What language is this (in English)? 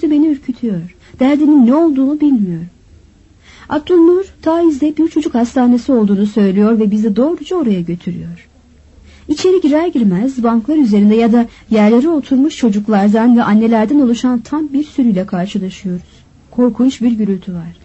Turkish